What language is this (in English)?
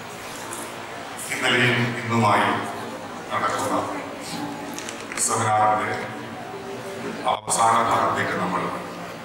Malayalam